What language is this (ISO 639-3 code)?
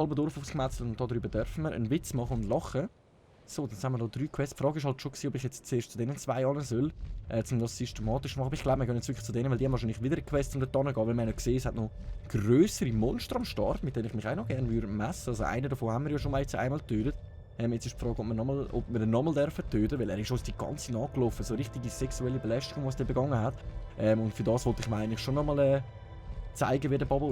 gsw